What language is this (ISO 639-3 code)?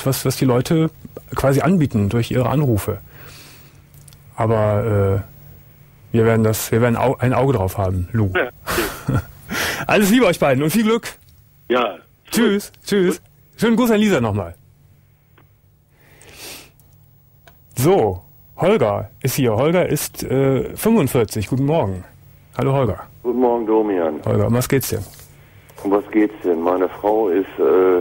deu